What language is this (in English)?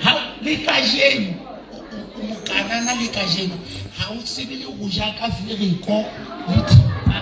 Southern Sotho